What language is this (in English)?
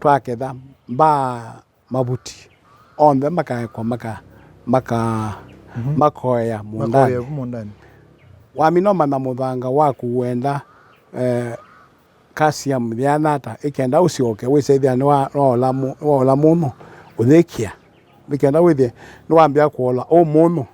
Kamba